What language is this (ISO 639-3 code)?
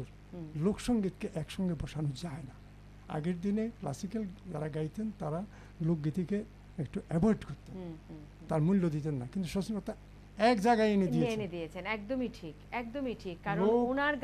ben